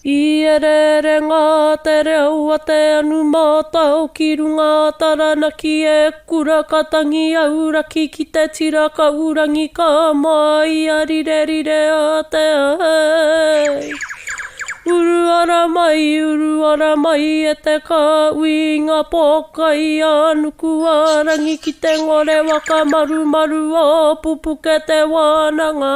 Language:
Māori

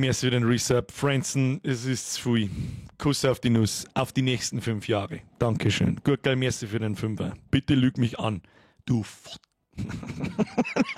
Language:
Bavarian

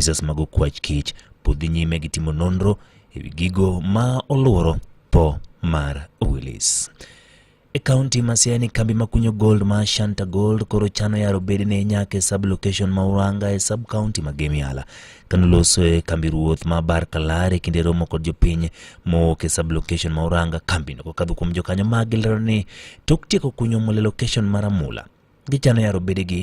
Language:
Luo (Kenya and Tanzania)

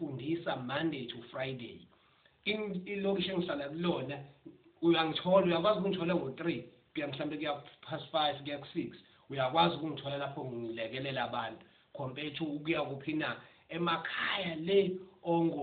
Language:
Zulu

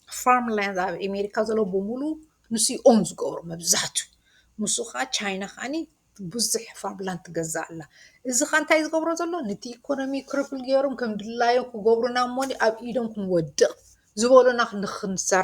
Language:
Tigrinya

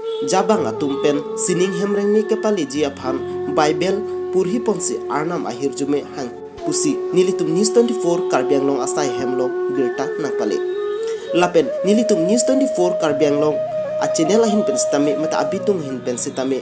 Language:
Karbi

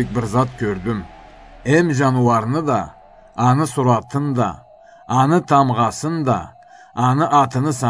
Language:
Karachay-Balkar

